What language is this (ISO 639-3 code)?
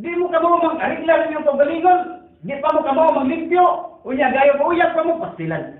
ceb